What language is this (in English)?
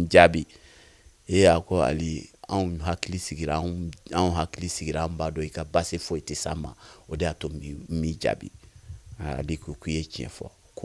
Bambara